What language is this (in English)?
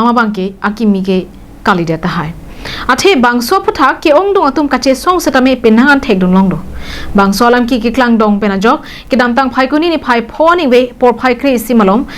Karbi